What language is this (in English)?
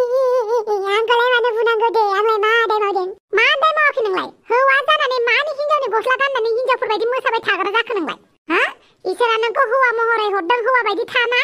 Bodo